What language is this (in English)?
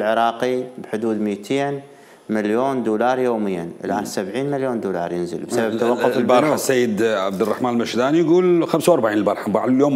Mesopotamian Arabic